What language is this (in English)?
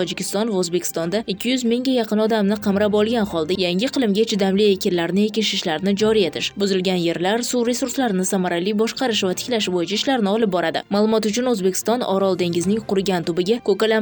Uzbek